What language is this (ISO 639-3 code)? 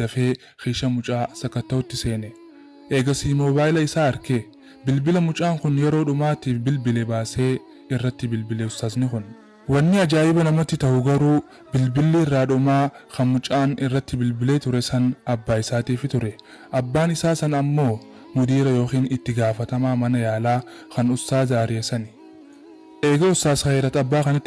orm